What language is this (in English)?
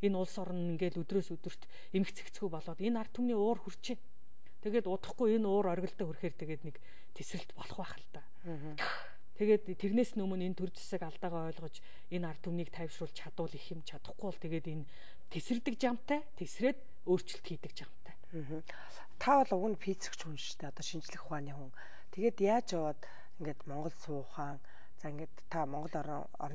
Mongolian